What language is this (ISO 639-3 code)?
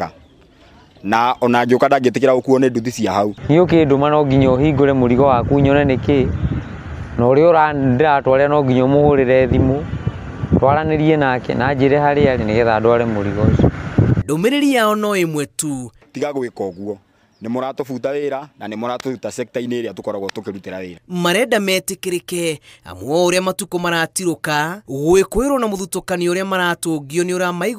kik